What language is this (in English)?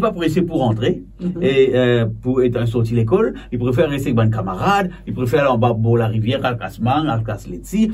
Morisyen